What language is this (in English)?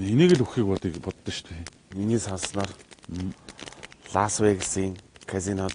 Mongolian